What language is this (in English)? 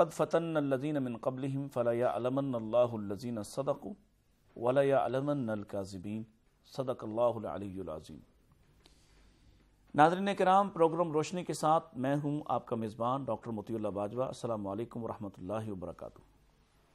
Urdu